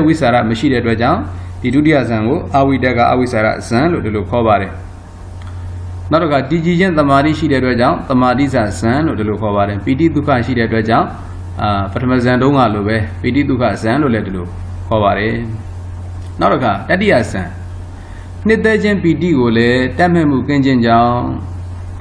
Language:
Burmese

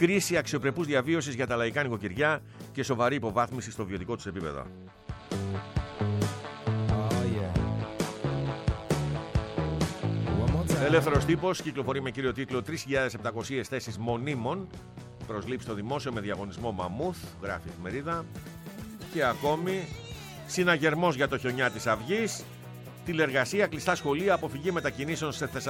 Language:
Greek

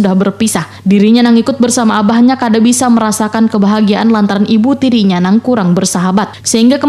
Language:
Banjar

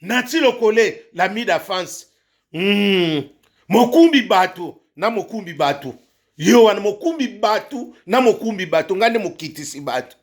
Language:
Lingala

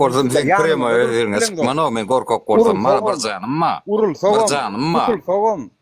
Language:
Turkmen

